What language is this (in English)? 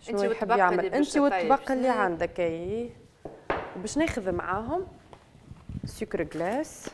Tunisian Arabic